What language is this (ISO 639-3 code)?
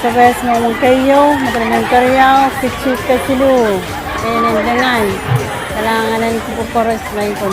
pon